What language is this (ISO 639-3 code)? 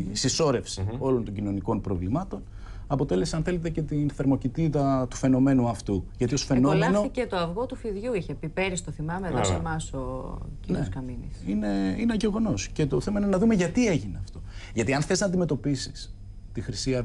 ell